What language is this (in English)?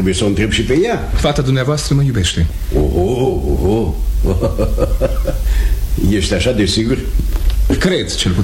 Romanian